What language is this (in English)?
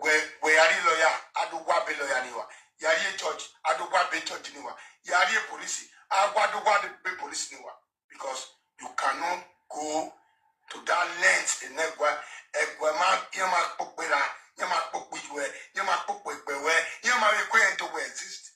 Nigerian Pidgin